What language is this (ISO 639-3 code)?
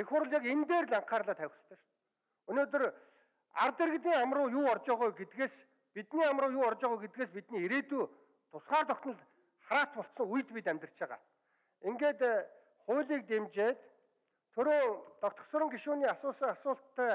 mon